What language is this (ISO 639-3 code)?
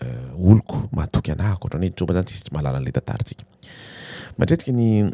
mlg